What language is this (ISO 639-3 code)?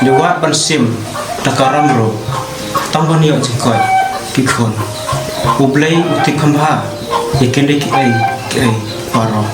kha